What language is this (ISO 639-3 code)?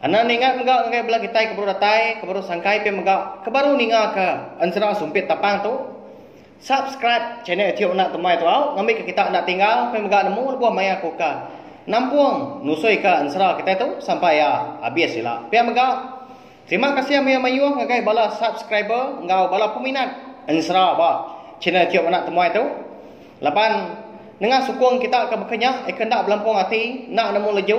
iba